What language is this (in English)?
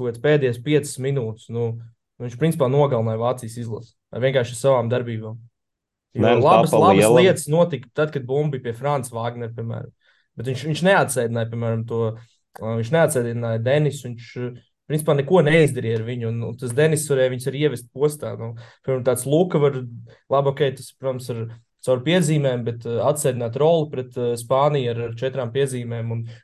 Latvian